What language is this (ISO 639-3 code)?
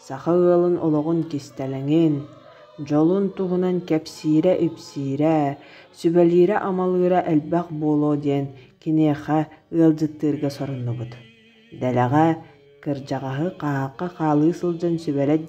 sah